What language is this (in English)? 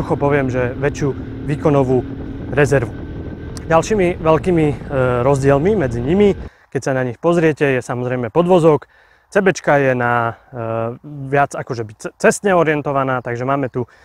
Slovak